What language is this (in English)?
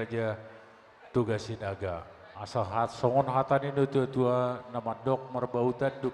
Batak Toba